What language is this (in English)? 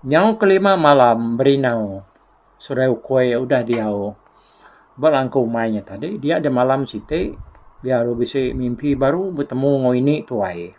Iban